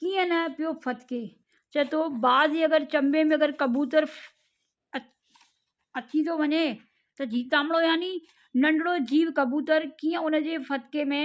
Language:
Sindhi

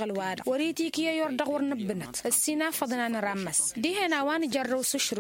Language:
Tamasheq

